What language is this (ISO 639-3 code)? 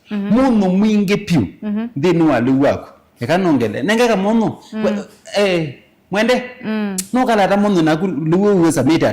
kam